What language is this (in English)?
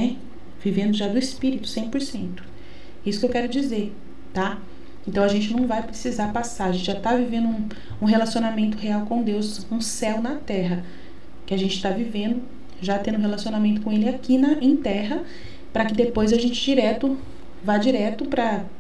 Portuguese